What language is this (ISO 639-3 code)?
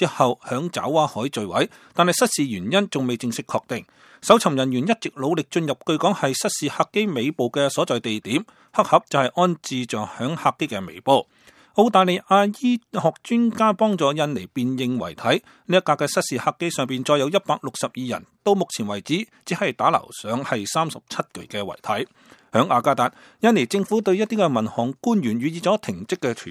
yue